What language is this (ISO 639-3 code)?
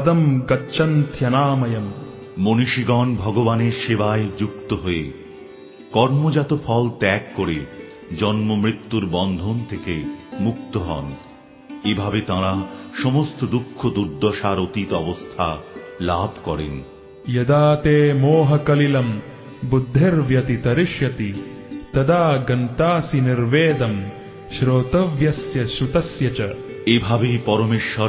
ben